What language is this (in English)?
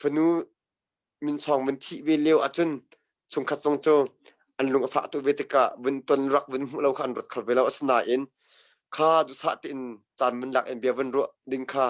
Hakha Chin